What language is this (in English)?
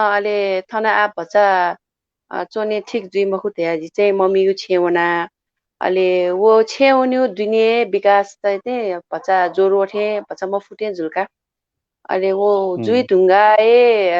Newari